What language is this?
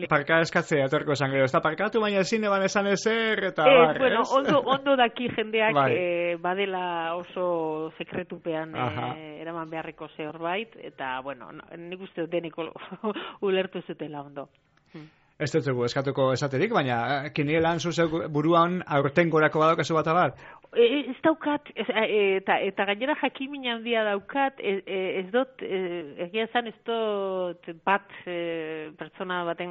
Basque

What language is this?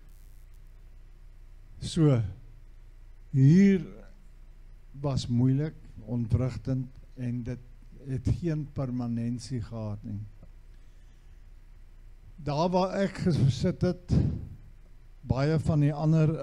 Afrikaans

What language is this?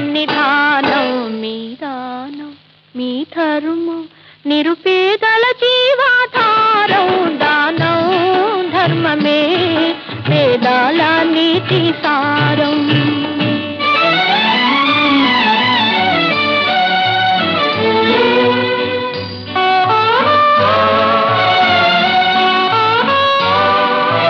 Telugu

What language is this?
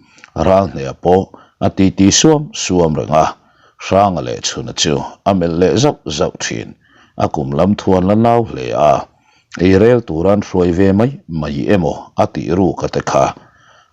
Mizo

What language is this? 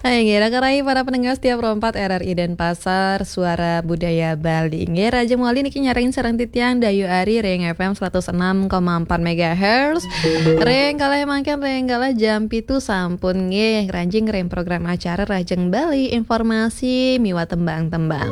Balinese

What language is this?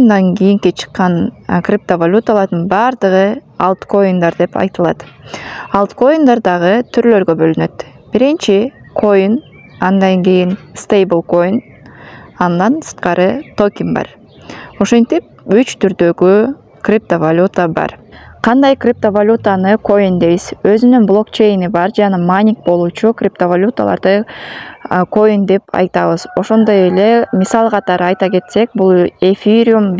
Kyrgyz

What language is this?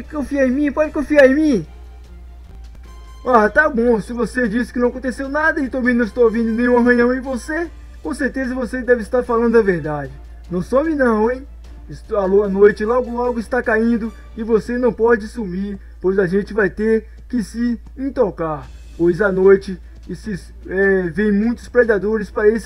Portuguese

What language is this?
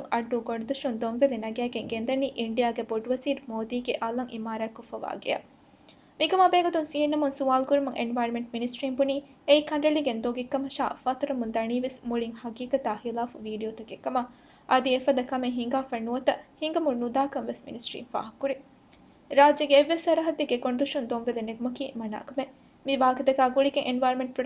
Divehi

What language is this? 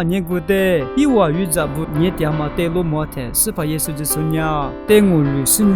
Lisu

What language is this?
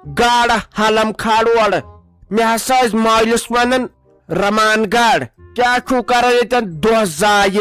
Kashmiri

